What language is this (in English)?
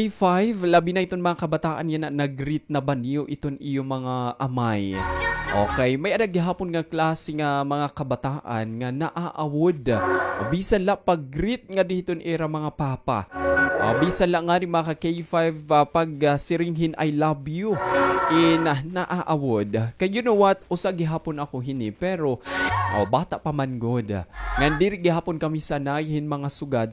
Waray